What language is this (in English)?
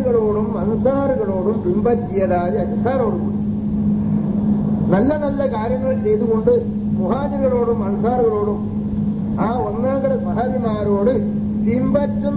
Malayalam